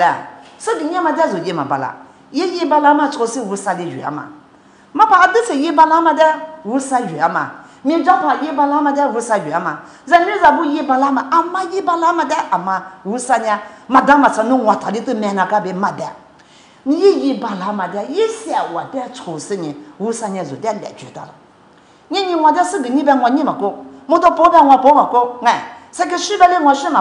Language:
Lisu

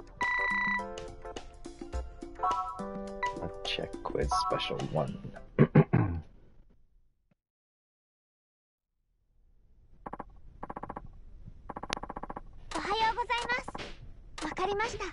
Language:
Japanese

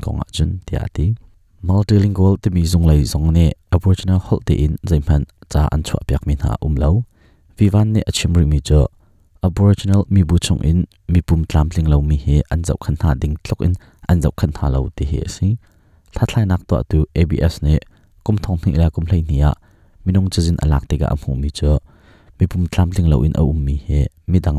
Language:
Hakha Chin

